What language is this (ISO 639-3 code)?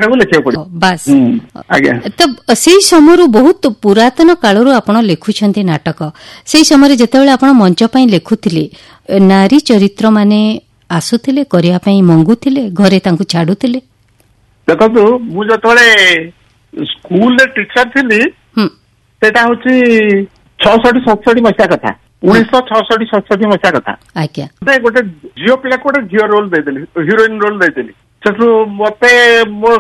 ori